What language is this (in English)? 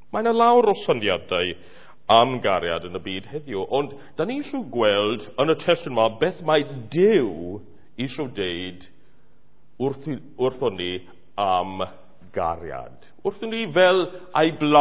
Welsh